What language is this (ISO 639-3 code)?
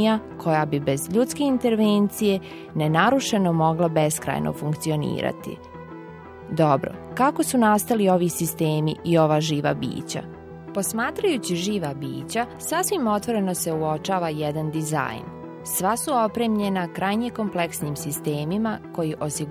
bos